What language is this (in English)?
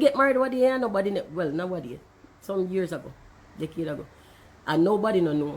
Jamaican Creole English